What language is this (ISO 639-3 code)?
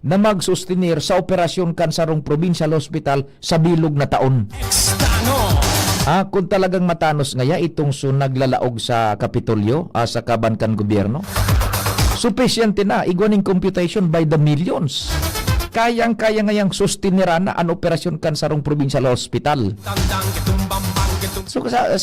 bik